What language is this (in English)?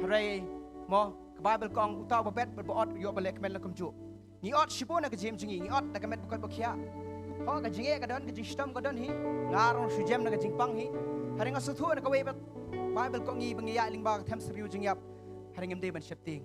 Khasi